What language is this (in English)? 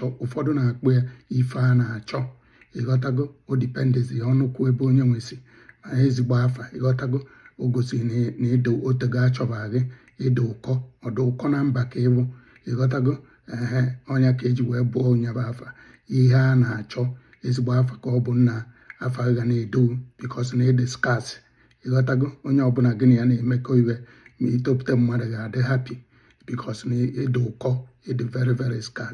Igbo